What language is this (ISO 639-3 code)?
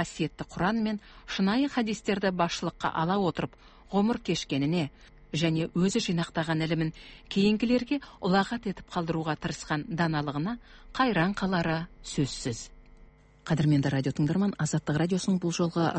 kaz